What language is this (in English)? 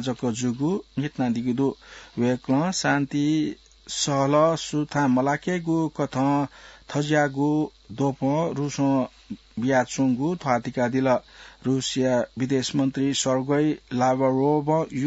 Newari